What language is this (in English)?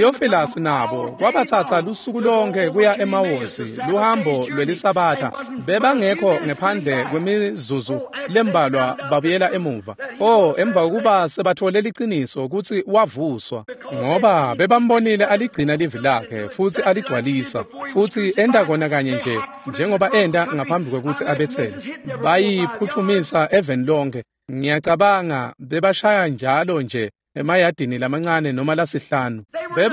Swati